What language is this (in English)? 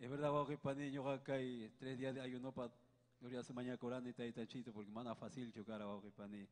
Ayacucho Quechua